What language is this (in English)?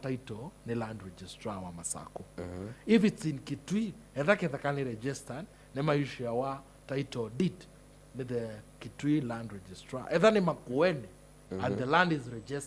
Kamba